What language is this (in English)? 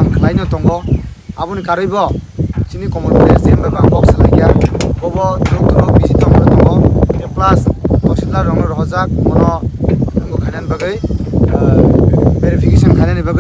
Kok Borok